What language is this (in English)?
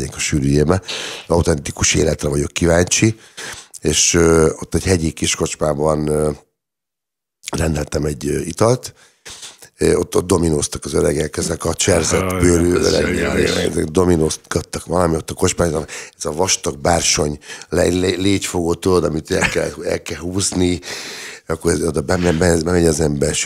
Hungarian